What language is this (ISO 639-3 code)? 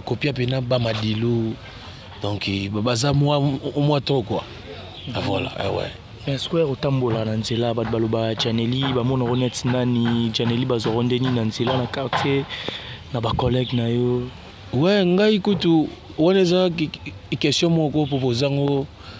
lin